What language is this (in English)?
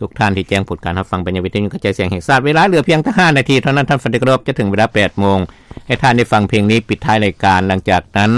Lao